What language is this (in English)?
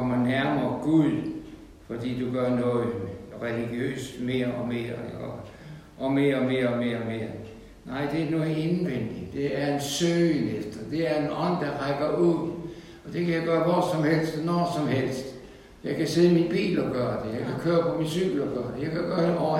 Danish